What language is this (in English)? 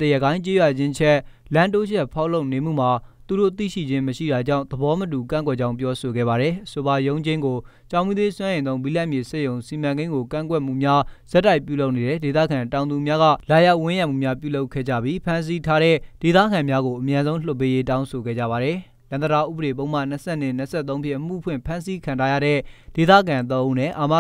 Burmese